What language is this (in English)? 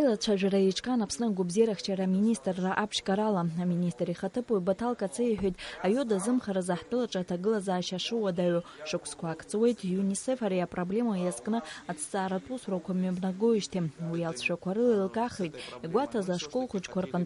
Abkhazian